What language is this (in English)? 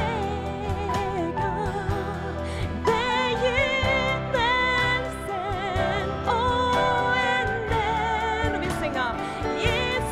Norwegian